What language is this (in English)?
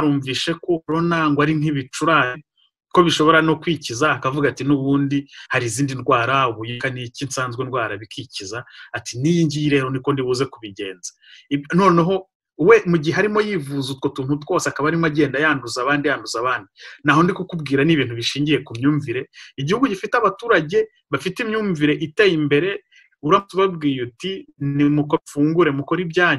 Kinyarwanda